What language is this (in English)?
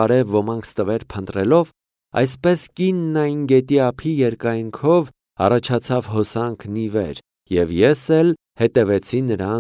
Armenian